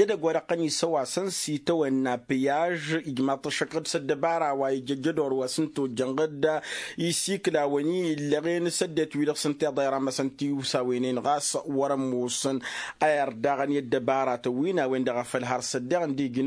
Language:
Tamasheq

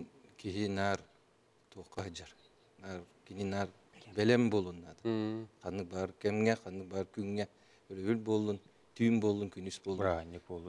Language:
Yakut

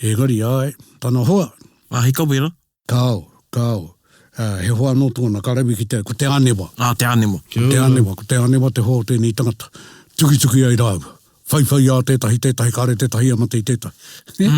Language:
Māori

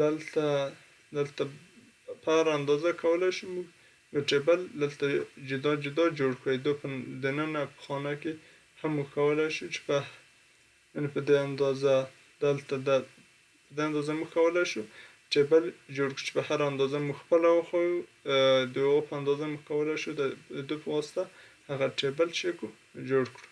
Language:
Pashto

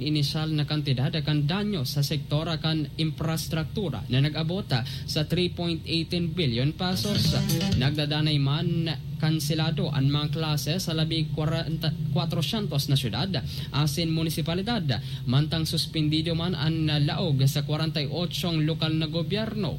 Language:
Bikol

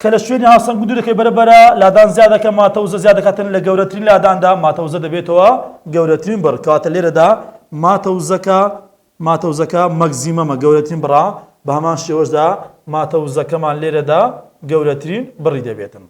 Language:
Central Kurdish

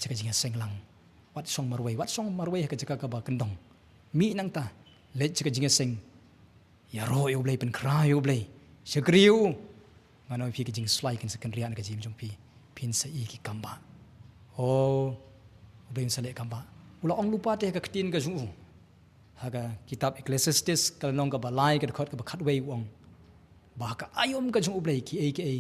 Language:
Khasi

